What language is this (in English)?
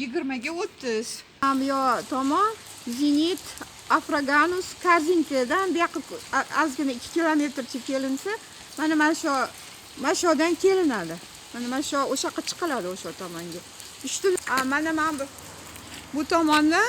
Uzbek